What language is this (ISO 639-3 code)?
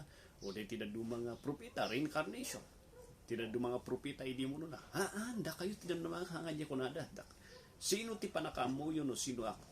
ilo